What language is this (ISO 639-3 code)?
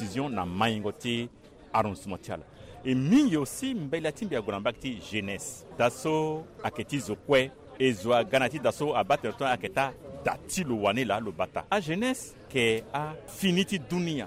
sag